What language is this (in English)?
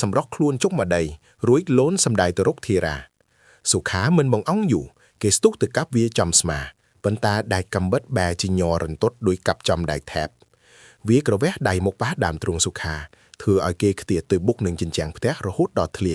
Khmer